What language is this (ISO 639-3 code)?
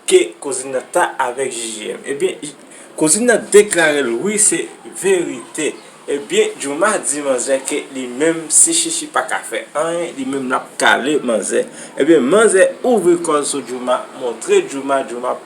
hat